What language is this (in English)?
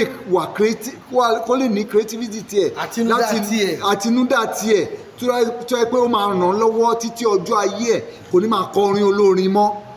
Yoruba